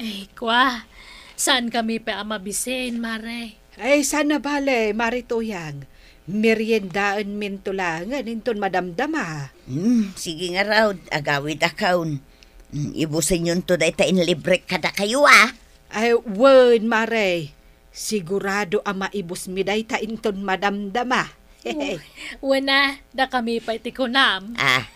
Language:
Iloko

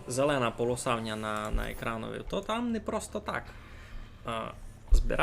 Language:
Rusyn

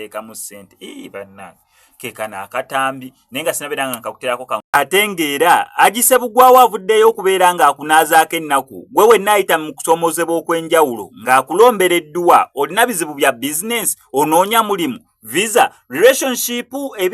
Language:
Ganda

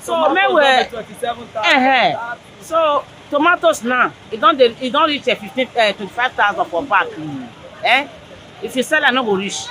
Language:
Nigerian Pidgin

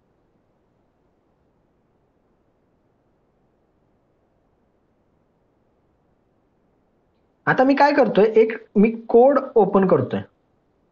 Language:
Marathi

